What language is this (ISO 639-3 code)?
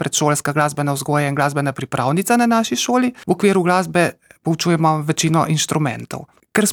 slv